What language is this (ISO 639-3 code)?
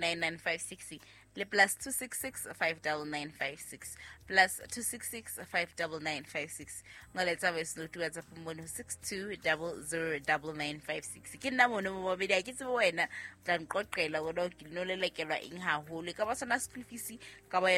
sot